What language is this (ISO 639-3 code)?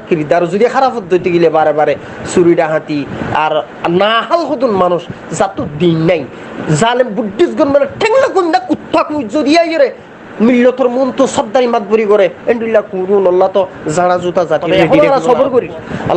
rhg